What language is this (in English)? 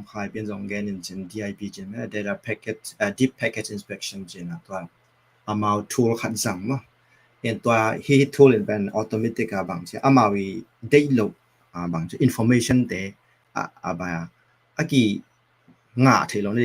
Tedim Chin